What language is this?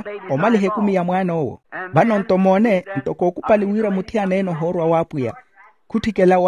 Makhuwa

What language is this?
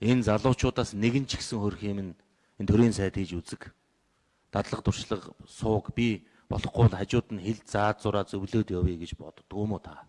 Mongolian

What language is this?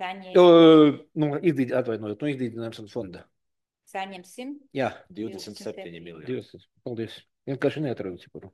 Latvian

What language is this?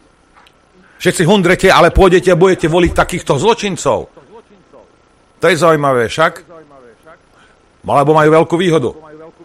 Slovak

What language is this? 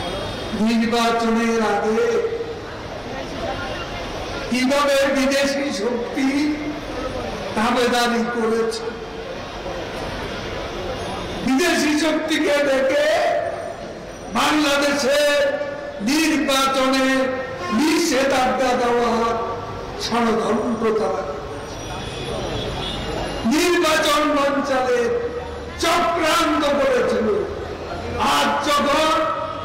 Bangla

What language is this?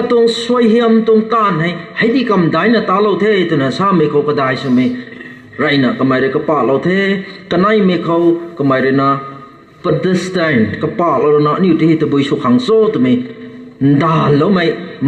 Rongmei Naga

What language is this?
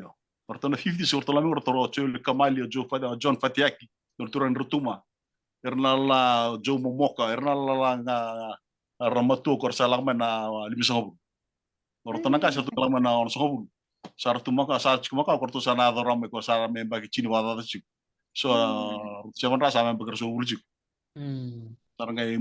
Fijian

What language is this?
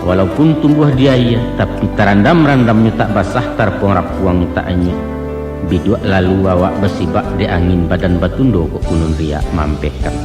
Minangkabau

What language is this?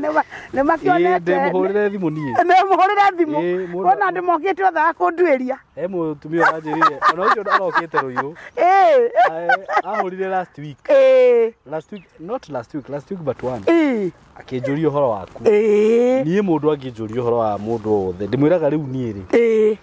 Kikuyu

